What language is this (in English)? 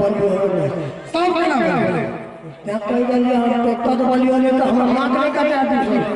Maithili